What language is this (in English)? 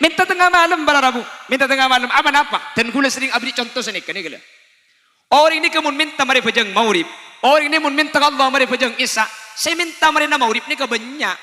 Madurese